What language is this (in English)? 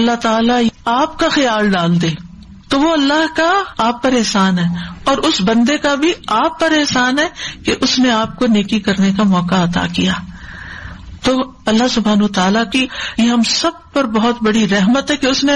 Urdu